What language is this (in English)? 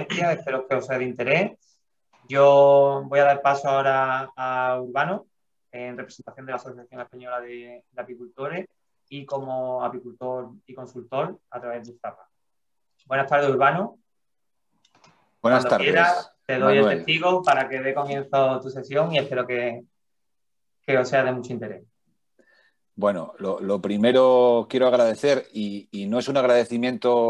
Spanish